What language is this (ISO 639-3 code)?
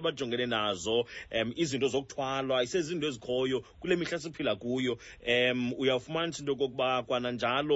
xho